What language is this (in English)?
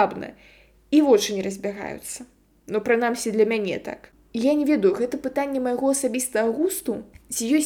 Belarusian